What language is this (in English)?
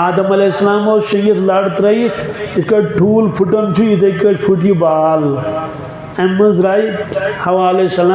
Kashmiri